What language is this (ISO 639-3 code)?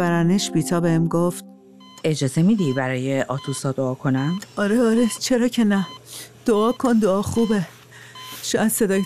fas